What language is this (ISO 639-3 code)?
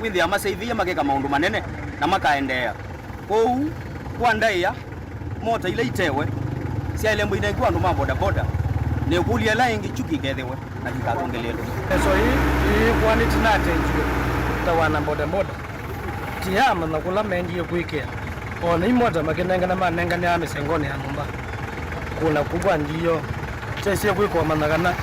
kam